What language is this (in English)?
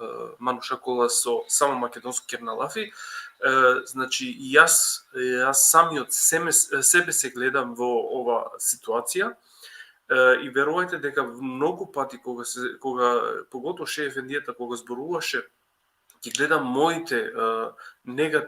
Balkan Romani